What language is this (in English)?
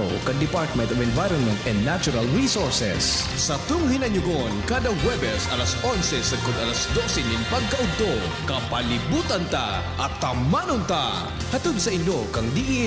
Bikol